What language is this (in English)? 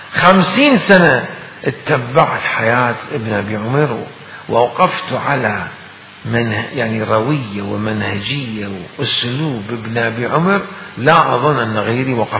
Mesopotamian Arabic